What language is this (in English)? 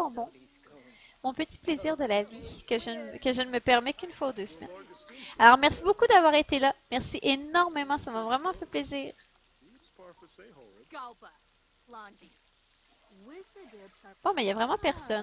French